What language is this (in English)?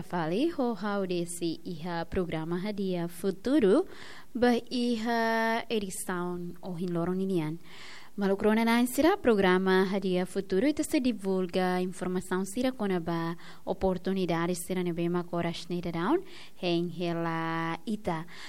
Tetum